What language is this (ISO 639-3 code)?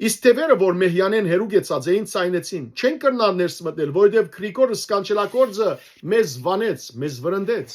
hyw